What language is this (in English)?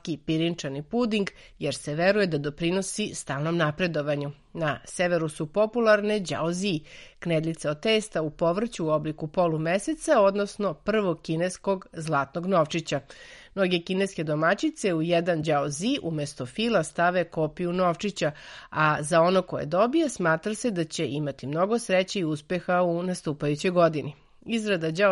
Serbian